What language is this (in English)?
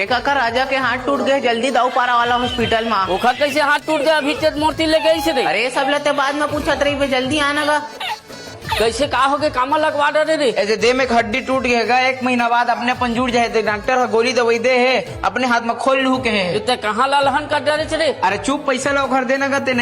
Chhattisgarhi